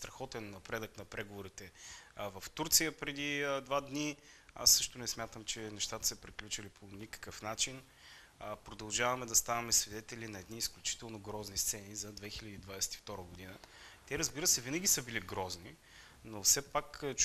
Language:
Bulgarian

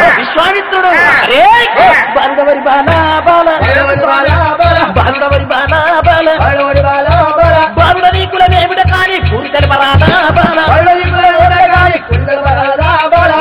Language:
Telugu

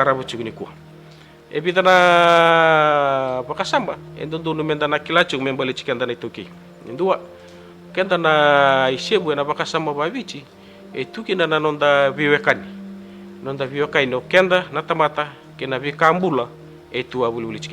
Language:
Fijian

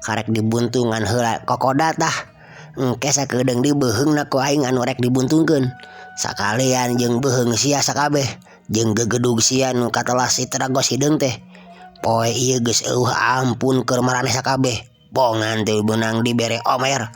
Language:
Sundanese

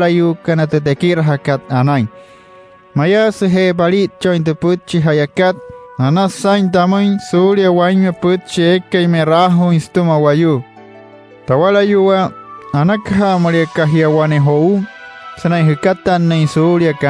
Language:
Wayuu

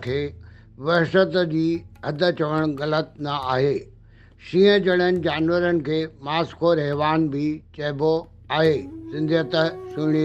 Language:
Sindhi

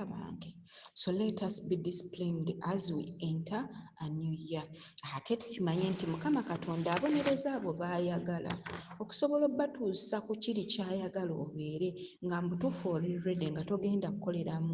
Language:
Ganda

